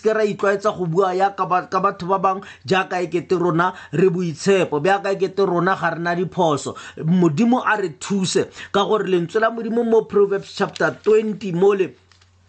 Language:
Tswana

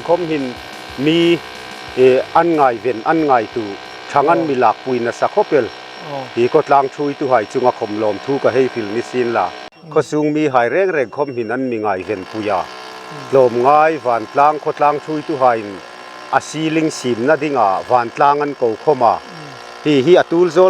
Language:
Hmar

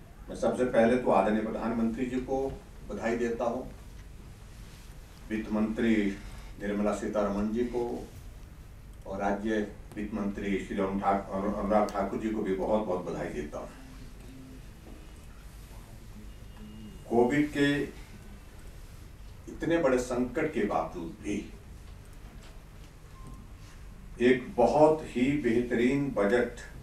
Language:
Hindi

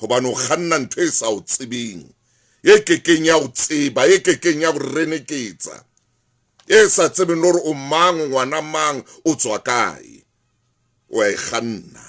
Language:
Southern Sotho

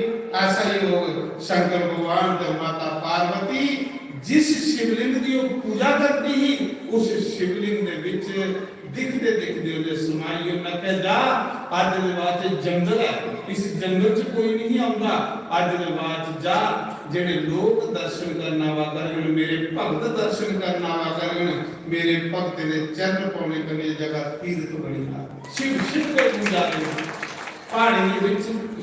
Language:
Dogri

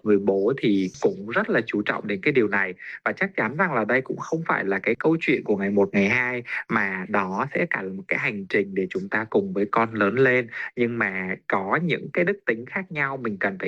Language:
Vietnamese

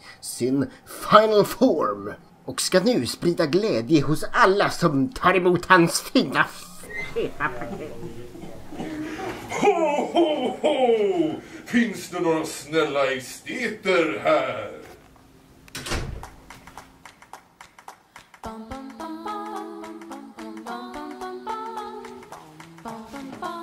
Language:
Swedish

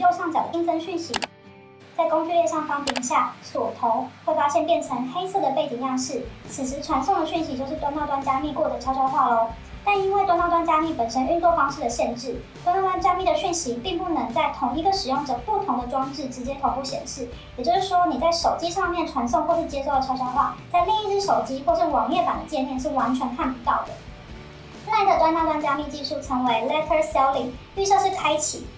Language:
Chinese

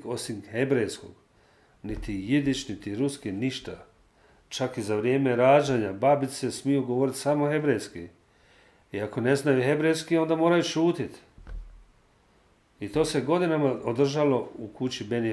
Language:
Croatian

